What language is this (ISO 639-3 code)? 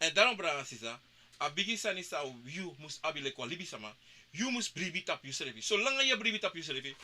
srn